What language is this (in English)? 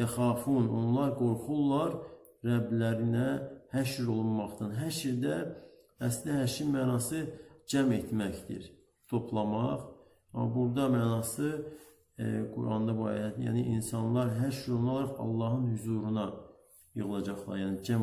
Azerbaijani